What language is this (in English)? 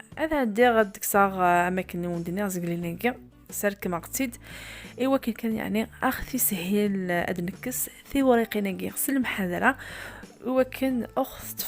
Kabyle